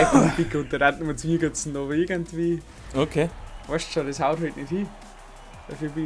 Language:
Bavarian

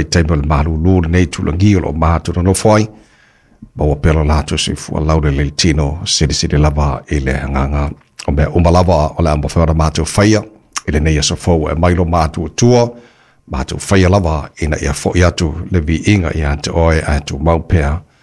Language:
Samoan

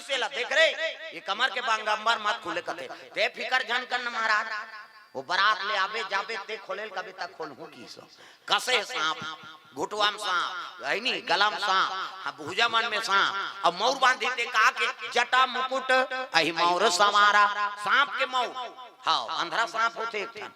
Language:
Chhattisgarhi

